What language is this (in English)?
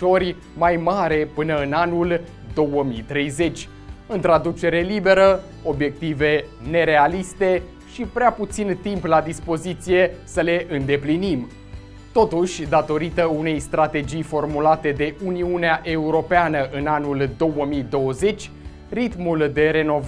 Romanian